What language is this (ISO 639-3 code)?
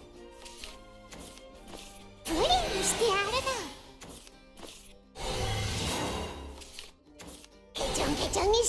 jpn